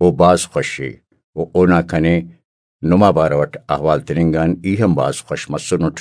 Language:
Brahui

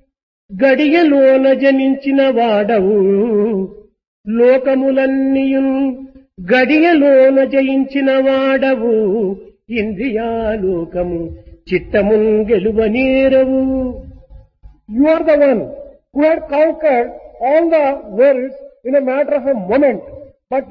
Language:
Telugu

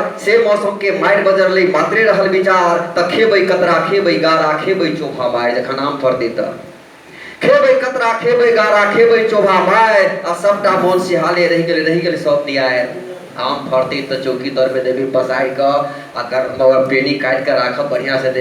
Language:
Maithili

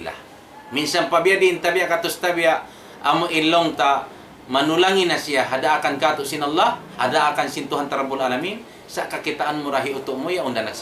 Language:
Tausug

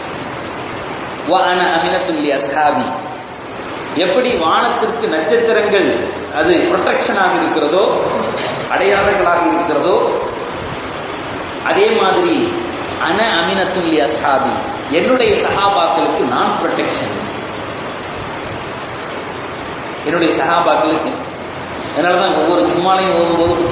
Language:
Tamil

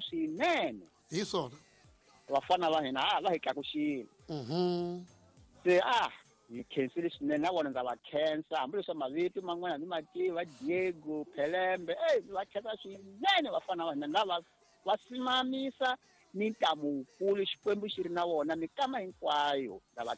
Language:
Tsonga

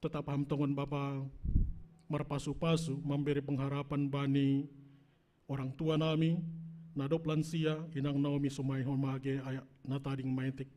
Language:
Batak Simalungun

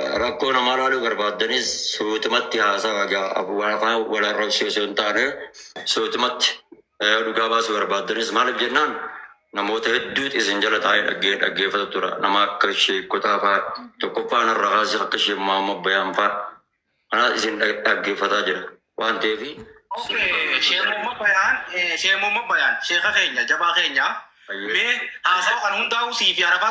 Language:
Oromo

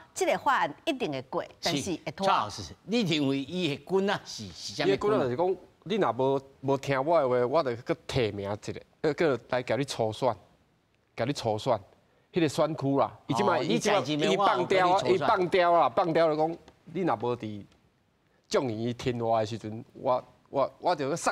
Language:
Min Nan Chinese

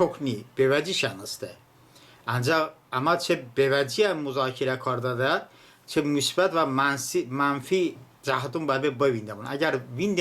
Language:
Talysh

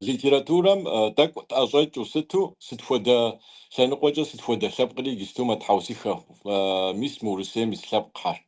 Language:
Kabardian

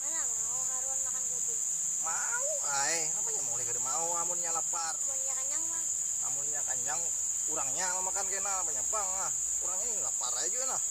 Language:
Banjar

